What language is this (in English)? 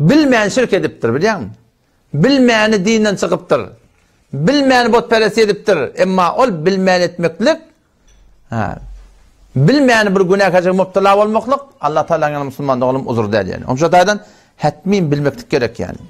Turkmen